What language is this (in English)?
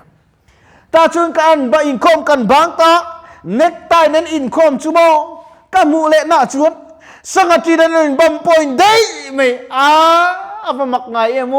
Mizo